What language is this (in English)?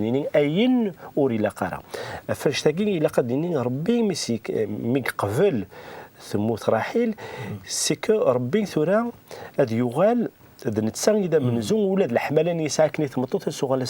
Kabyle